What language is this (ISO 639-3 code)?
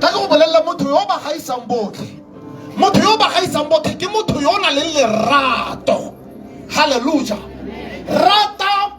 tsn